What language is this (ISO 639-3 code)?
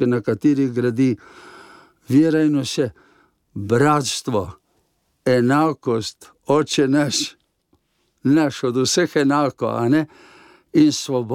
slv